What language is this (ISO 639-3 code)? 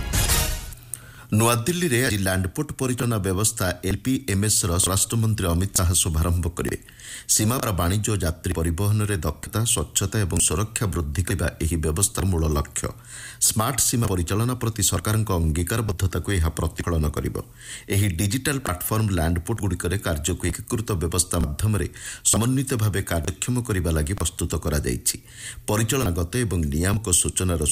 ori